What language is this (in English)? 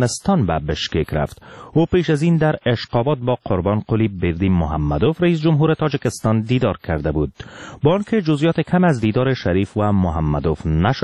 Persian